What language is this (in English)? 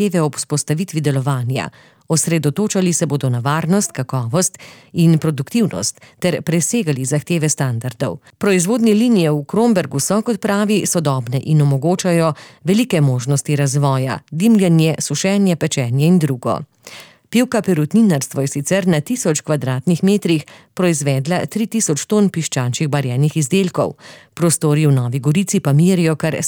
Slovenian